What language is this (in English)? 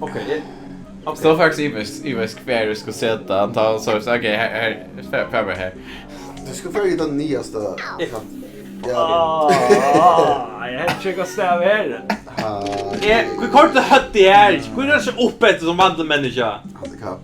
Faroese